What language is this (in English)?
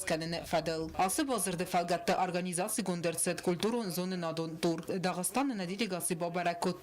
Ossetic